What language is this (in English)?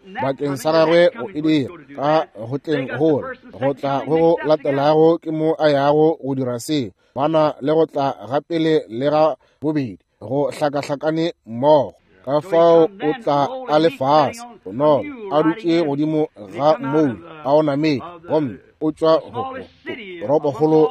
Northern Sotho